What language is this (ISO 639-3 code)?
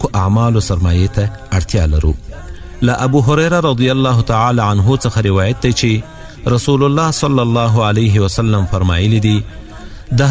pus